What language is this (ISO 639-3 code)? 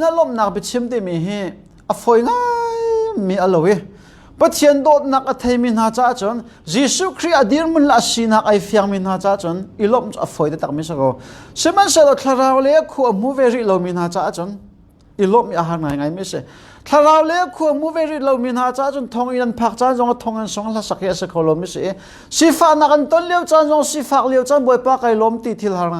cnh